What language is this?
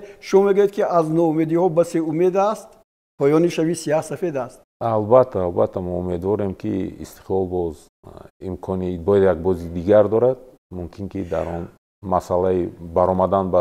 Tajik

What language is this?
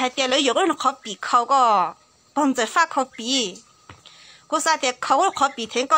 Hmong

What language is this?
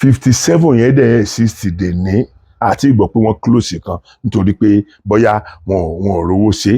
Yoruba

